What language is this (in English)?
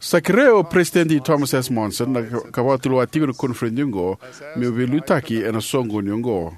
Fijian